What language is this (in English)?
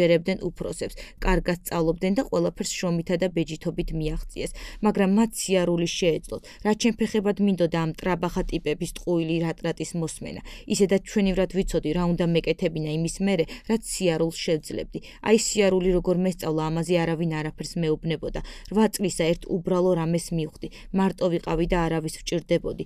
Georgian